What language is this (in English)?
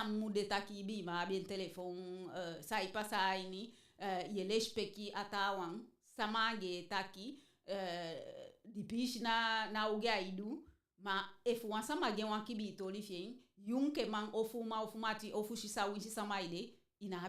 Eastern Maroon Creole